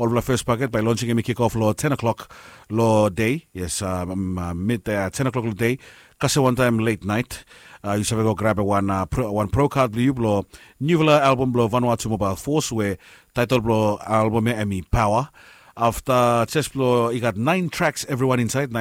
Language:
Bislama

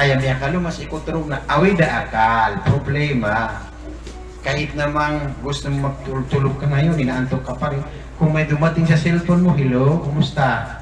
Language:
Maranao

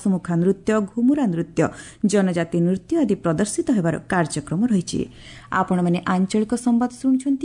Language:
Odia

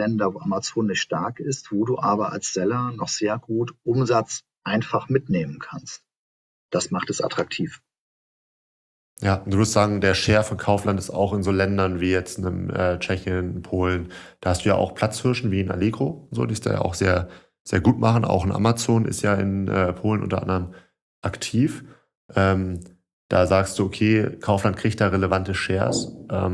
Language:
German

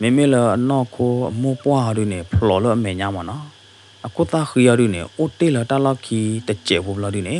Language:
S'gaw Karen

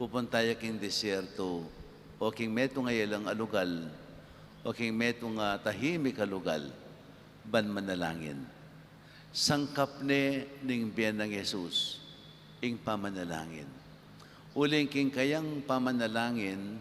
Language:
Pampanga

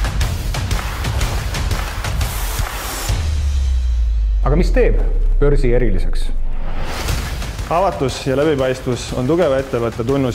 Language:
Estonian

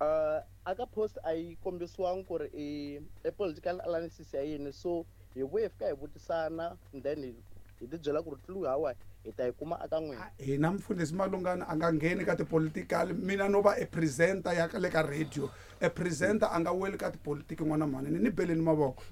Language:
Tsonga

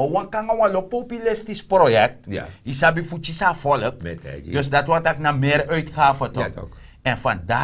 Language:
Sranan Tongo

